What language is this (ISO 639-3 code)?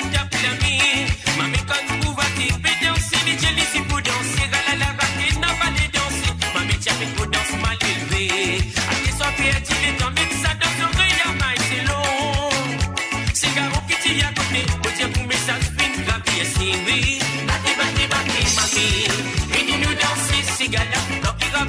mfe